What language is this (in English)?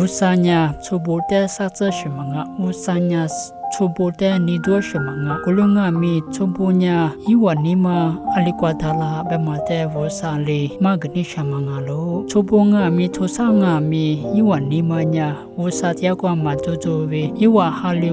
Lisu